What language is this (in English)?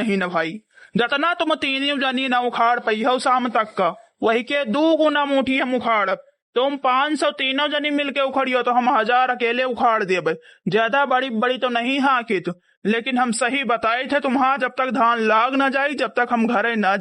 Awadhi